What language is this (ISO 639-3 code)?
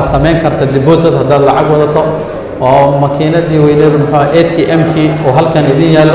som